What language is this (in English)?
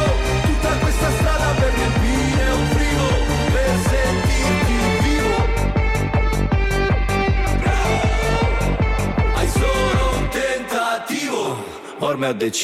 Italian